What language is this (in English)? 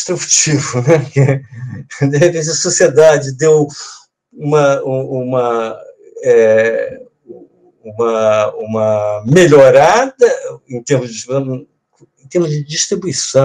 Portuguese